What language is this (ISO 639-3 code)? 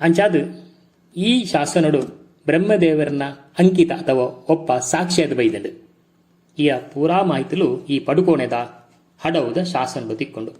tcy